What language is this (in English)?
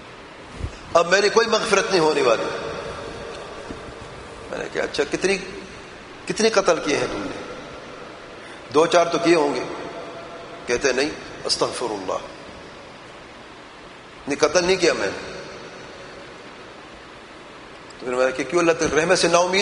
Urdu